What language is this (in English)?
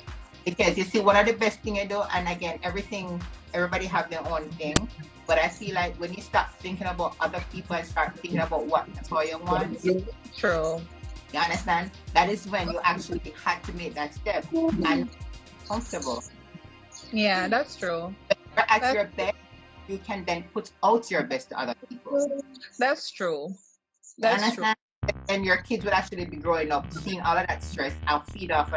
Jamaican Creole English